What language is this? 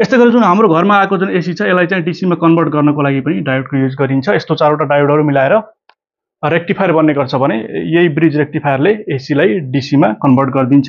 Nepali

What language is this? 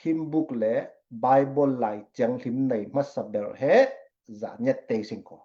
Falam Chin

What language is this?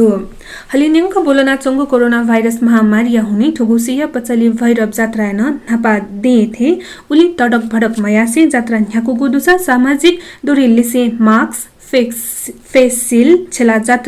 Newari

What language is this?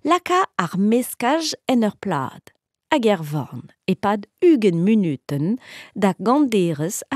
Breton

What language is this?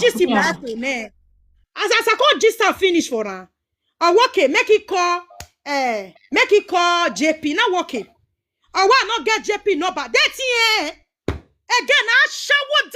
Nigerian Pidgin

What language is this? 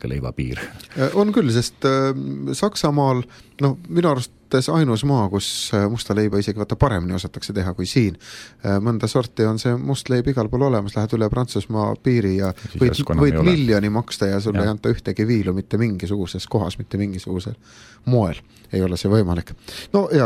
Estonian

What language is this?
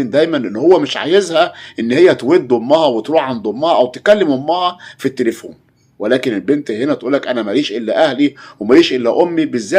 Egyptian Arabic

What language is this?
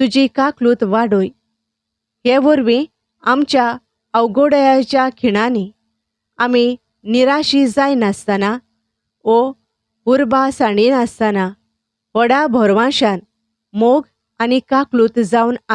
Konkani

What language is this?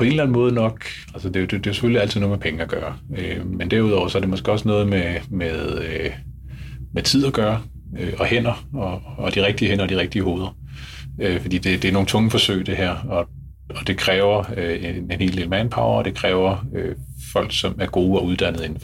Danish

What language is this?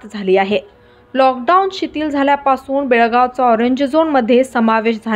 Marathi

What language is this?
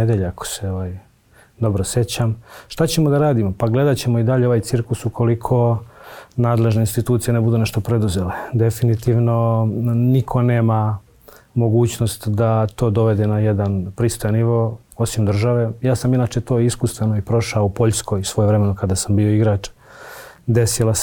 Serbian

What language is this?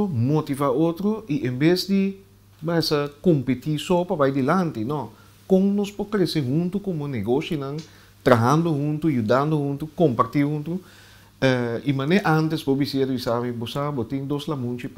Papiamento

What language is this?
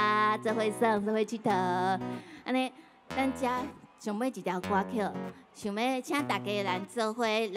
Min Nan Chinese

